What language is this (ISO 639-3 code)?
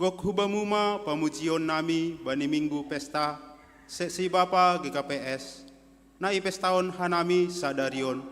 bts